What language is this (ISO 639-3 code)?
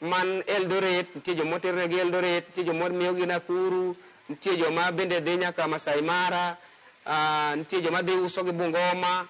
luo